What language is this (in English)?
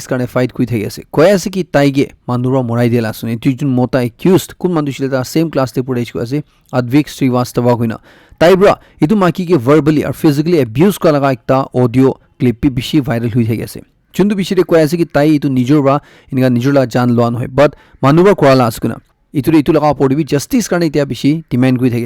Naga Pidgin